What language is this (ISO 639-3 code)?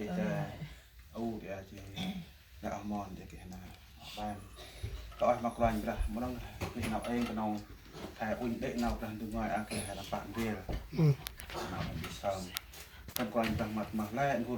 cmo